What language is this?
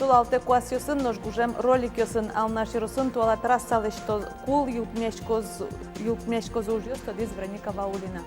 Udmurt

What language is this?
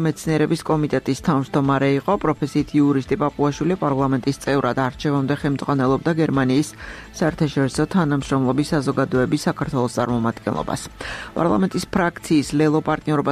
Georgian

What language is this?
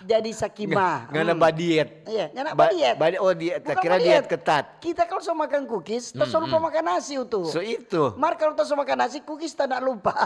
Manado Malay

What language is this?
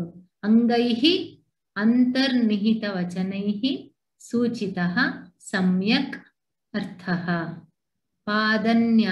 Sanskrit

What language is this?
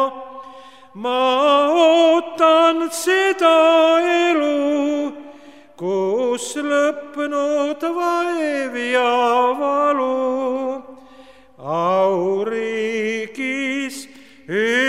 Estonian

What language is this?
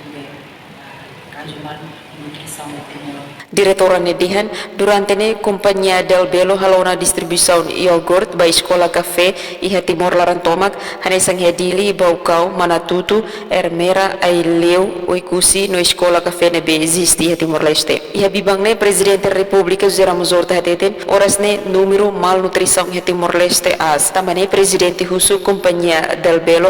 Tetum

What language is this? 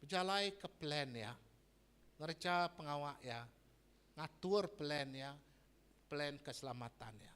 Iban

